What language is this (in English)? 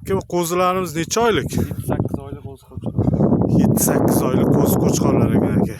Uzbek